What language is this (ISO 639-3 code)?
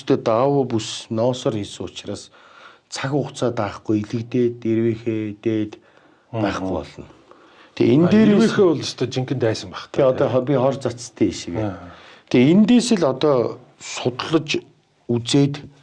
mon